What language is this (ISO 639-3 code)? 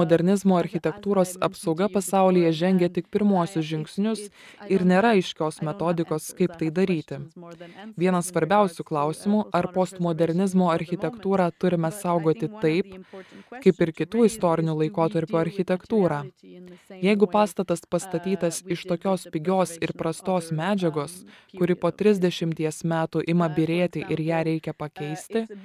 lit